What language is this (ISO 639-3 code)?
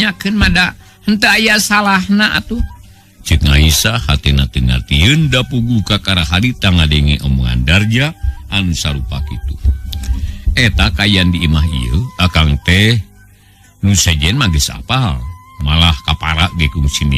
sun